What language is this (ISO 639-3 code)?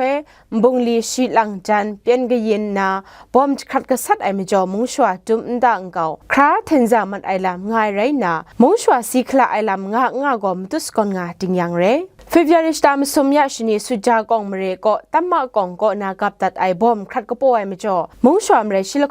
kac